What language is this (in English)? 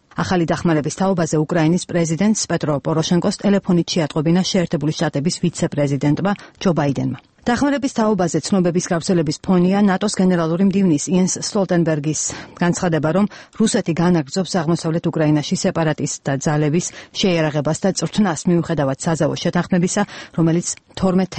Georgian